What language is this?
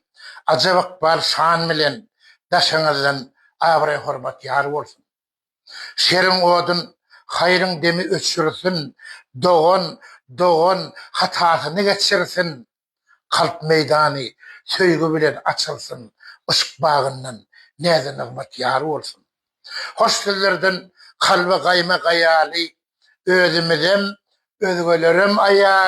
Turkmen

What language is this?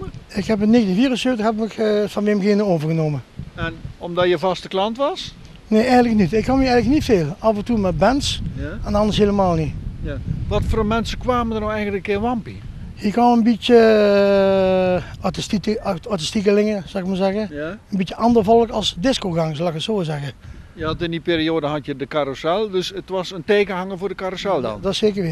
Dutch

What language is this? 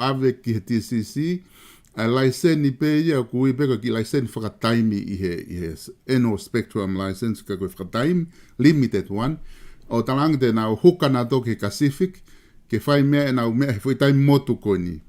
Tongan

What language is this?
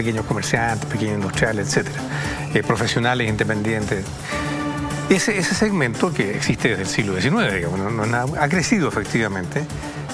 Spanish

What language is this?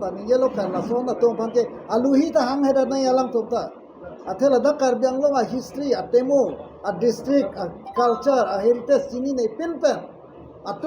Karbi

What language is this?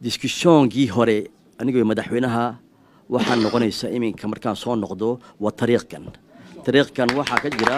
Somali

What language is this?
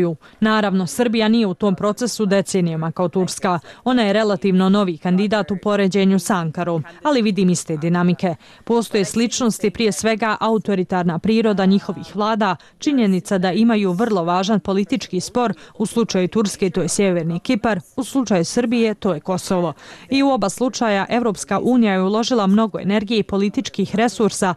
Bosnian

